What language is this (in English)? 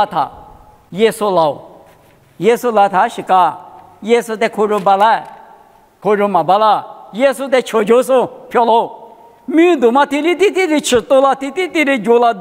Lisu